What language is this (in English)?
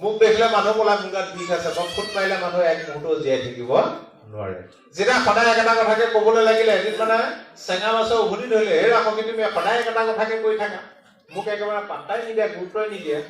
Assamese